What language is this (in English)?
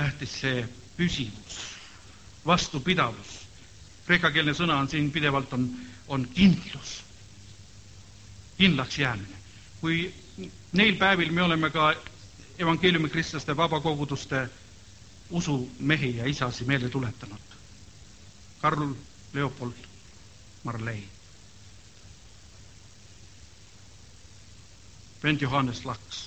Estonian